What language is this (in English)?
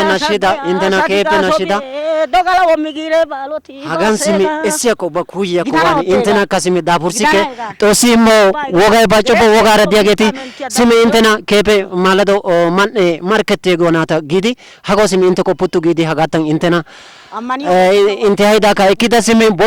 Wolaytta